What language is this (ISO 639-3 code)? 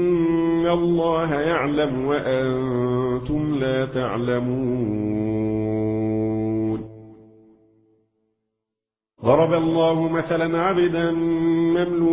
ara